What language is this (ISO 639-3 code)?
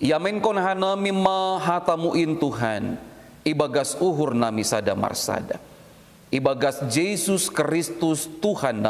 bts